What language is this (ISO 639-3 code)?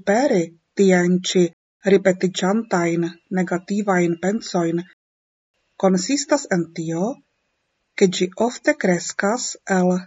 epo